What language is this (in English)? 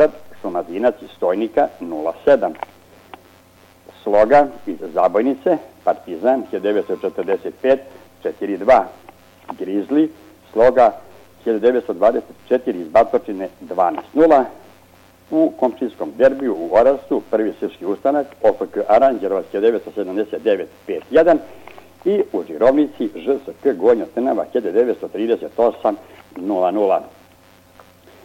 Serbian